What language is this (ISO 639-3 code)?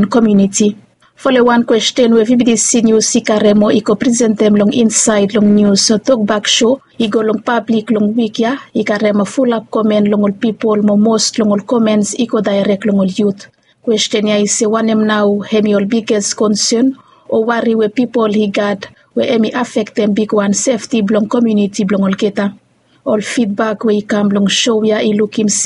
bis